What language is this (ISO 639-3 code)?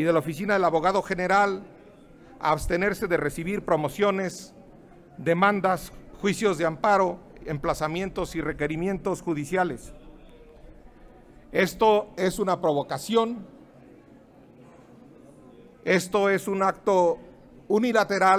spa